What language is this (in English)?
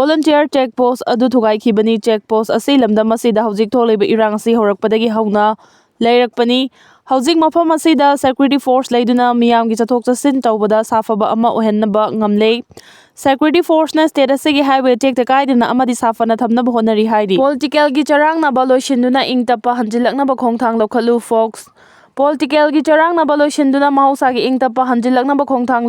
Manipuri